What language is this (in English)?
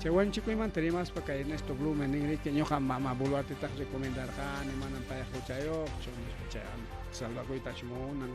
Ayacucho Quechua